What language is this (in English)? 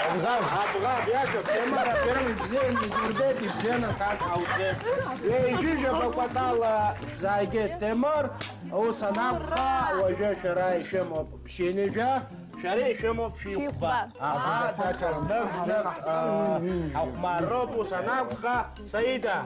Abkhazian